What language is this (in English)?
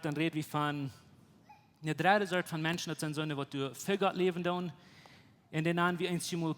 Plautdietsch